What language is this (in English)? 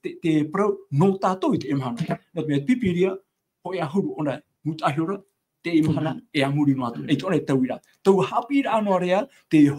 Tahitian